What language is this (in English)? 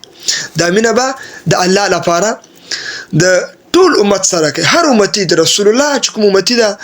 Pashto